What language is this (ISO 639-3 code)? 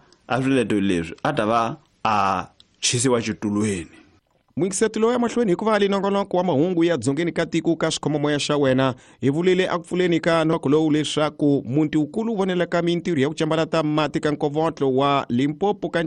tso